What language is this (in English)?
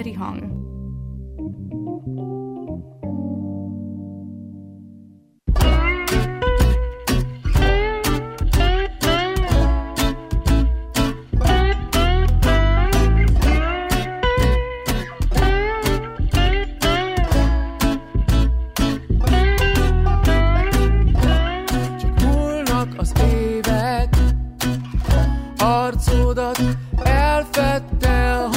Hungarian